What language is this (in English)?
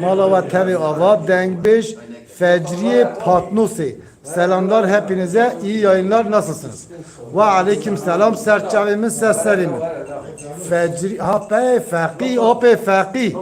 Kurdish